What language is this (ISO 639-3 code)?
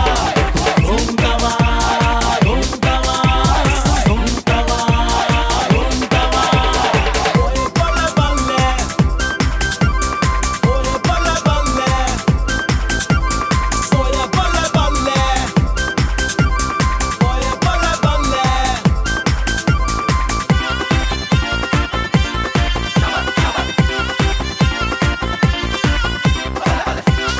hin